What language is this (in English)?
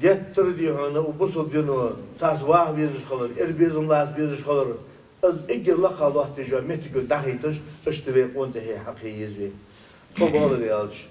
Ingush